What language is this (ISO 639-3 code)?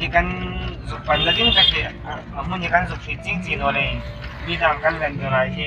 hmr